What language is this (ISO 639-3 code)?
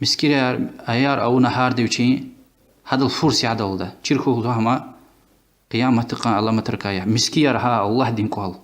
lez